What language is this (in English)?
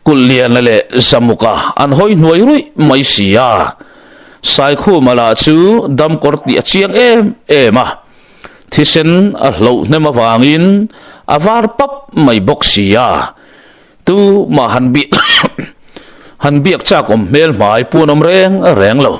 Mizo